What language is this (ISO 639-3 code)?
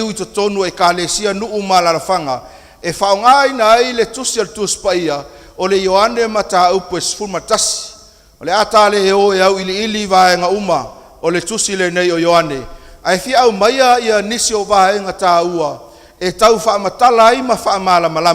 smo